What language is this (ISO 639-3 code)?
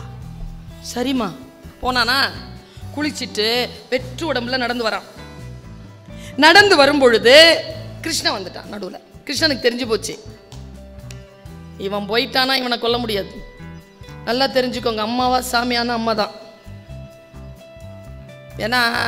tam